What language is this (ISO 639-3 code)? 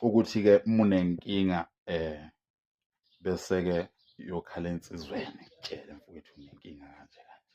zul